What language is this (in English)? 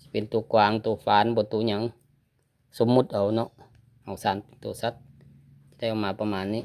Lao